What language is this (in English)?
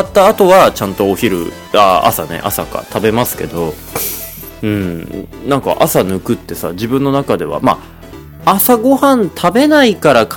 Japanese